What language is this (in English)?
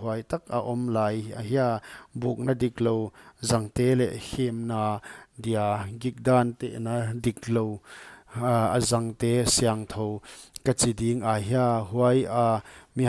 Paite Chin